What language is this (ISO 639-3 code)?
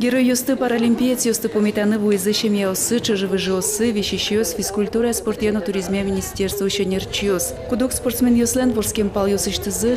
udm